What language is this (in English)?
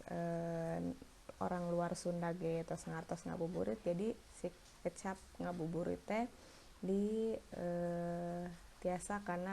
Sundanese